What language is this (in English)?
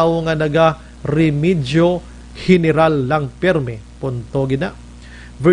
Hiligaynon